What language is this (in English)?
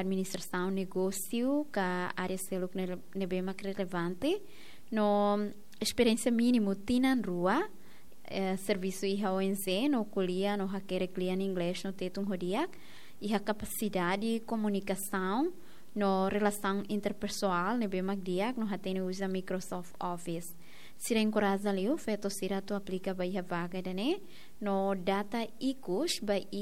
Tetum